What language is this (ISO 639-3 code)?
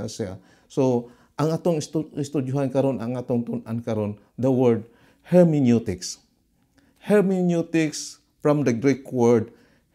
ceb